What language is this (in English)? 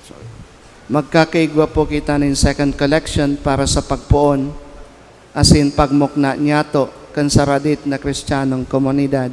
Bikol